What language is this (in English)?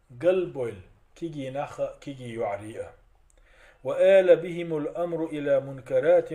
Chechen